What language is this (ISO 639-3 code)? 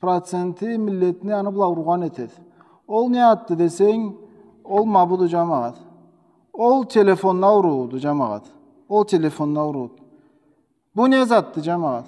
krc